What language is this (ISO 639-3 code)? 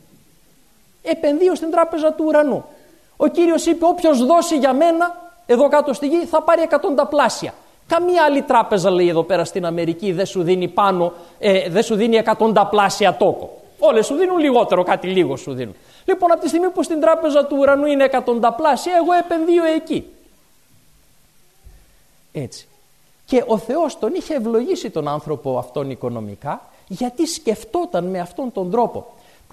ell